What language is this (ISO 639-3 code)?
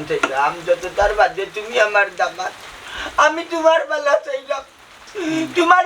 syl